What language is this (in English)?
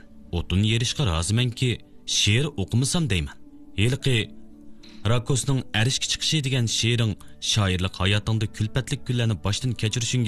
Uyghur